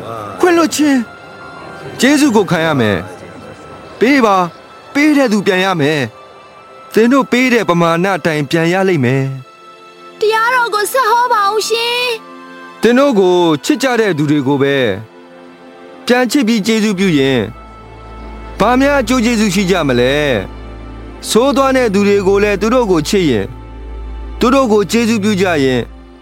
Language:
Burmese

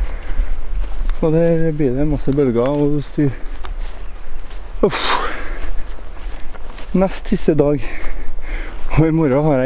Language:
Norwegian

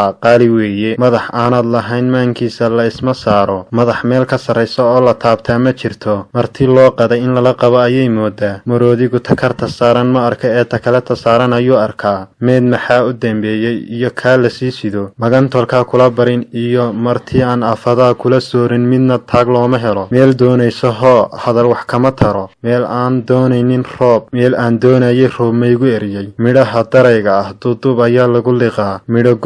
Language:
Somali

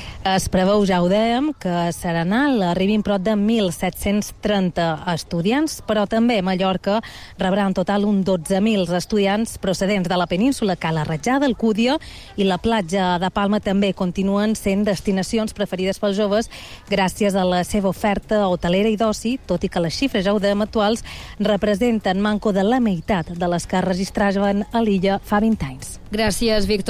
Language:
Catalan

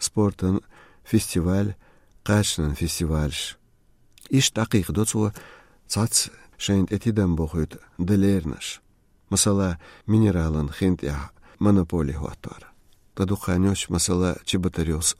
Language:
Chechen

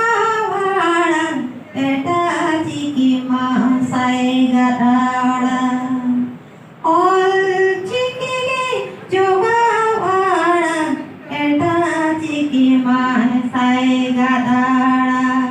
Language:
Santali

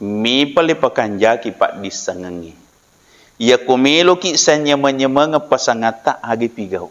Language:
Buginese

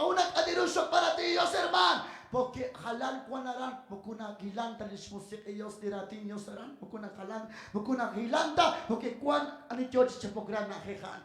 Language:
Kekchí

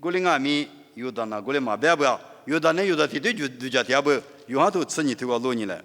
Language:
Lisu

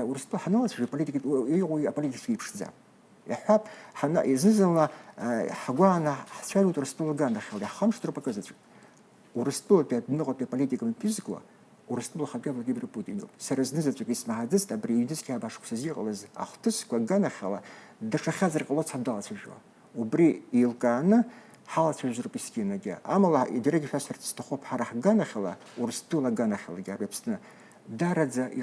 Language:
Abkhazian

